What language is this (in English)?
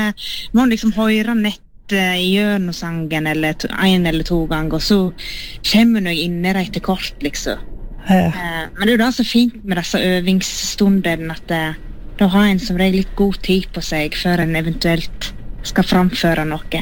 Norwegian